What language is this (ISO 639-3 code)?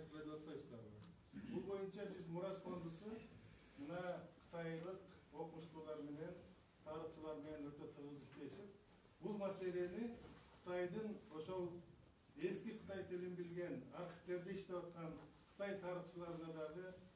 kir